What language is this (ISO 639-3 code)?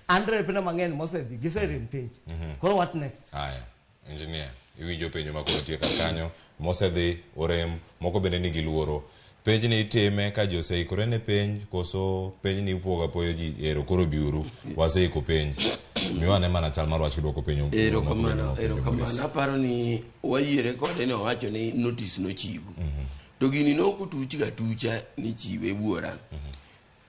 luo